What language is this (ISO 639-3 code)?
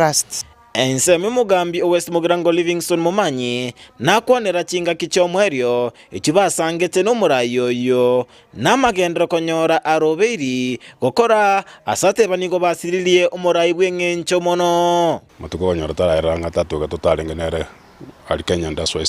guz